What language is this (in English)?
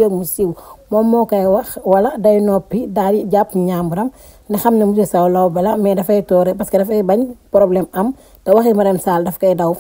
Wolof